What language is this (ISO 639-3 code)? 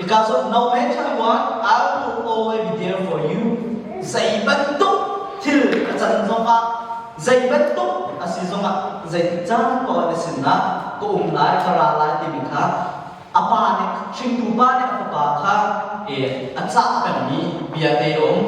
cnh